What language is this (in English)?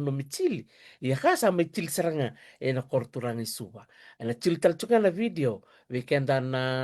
Fijian